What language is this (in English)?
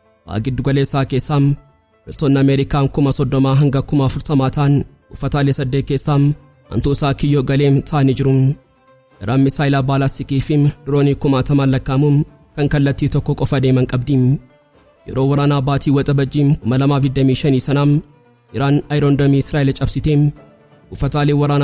Oromo